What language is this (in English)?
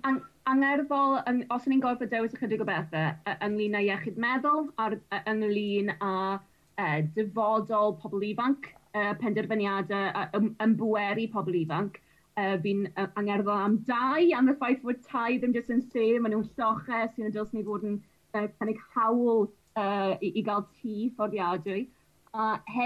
Welsh